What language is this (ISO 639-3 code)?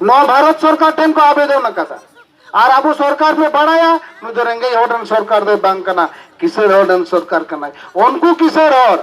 sat